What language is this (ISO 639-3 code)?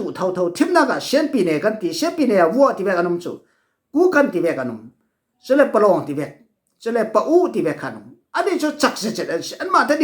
cfm